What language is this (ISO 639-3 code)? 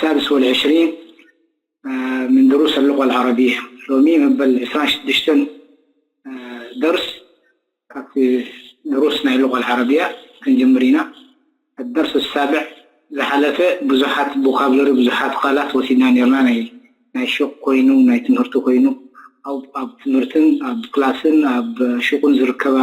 tir